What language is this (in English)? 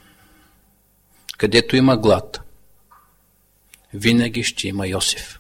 Bulgarian